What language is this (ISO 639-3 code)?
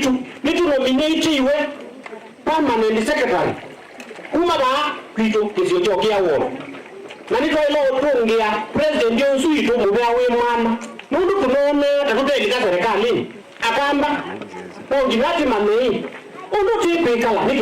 kam